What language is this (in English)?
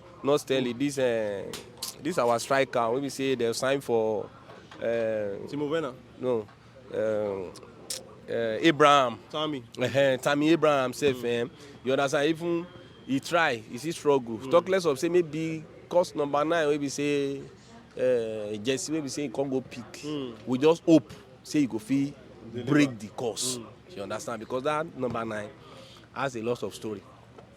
Nigerian Pidgin